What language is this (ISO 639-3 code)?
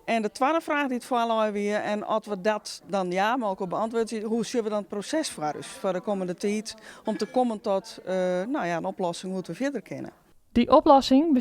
fry